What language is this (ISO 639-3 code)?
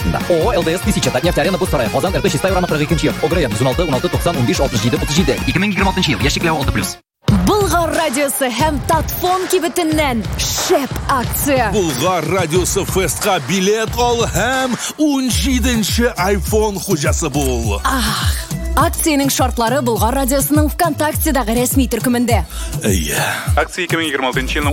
tat